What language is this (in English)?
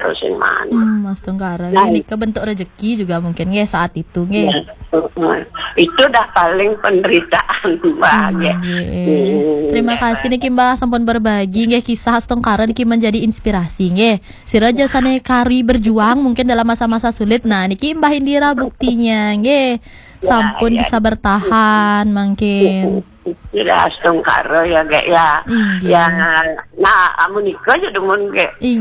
Balinese